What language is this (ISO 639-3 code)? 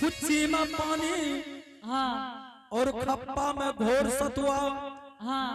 anp